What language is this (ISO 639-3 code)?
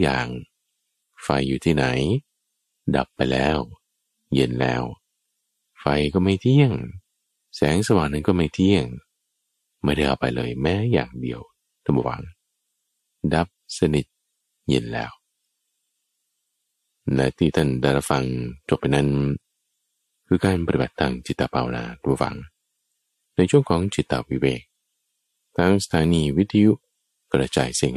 tha